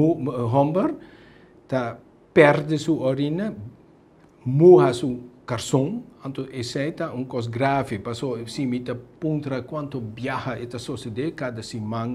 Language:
Papiamento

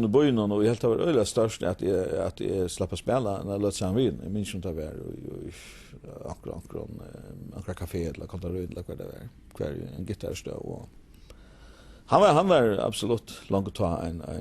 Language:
Faroese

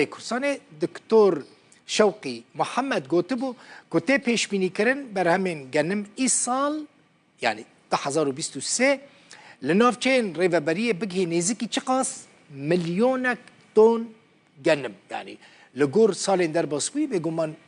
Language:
Kurdish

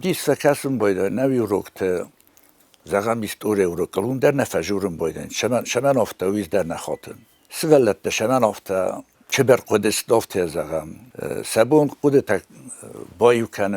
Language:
Ossetic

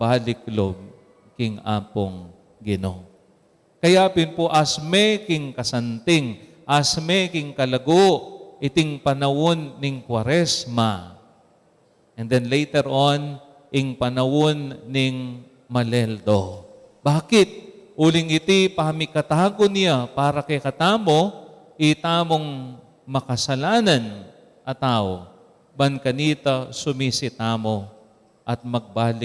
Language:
Pampanga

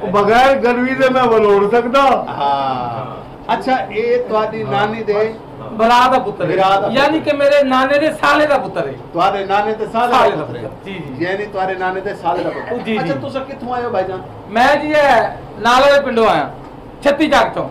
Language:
Saraiki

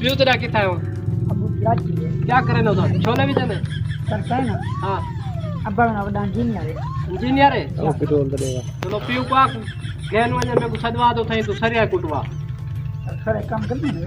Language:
Saraiki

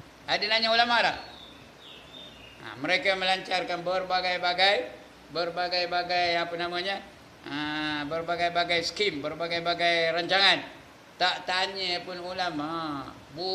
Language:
Malay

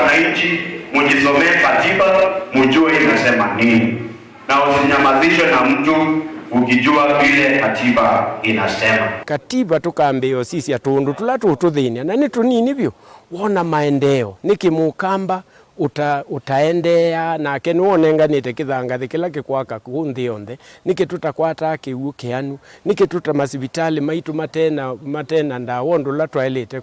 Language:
Kamba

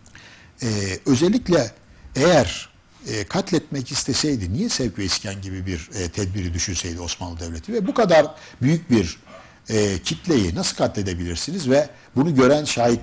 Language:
Turkish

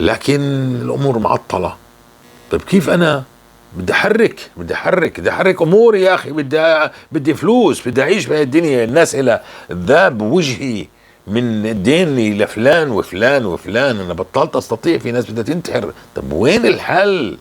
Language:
North Levantine Arabic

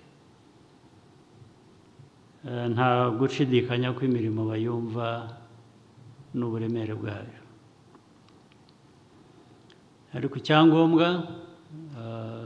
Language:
Kinyarwanda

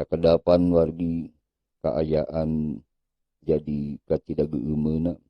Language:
Sundanese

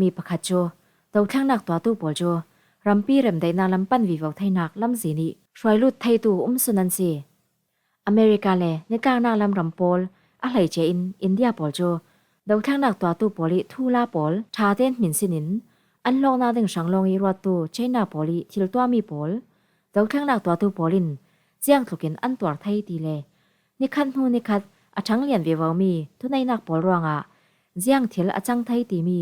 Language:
Falam Chin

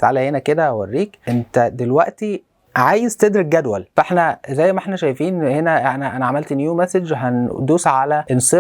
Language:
Egyptian Arabic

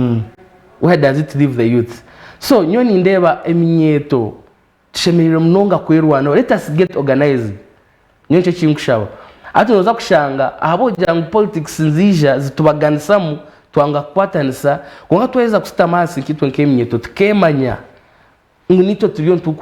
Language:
Nyankole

